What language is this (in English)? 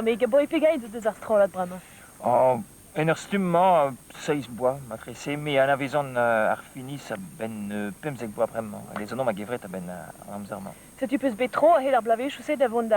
Breton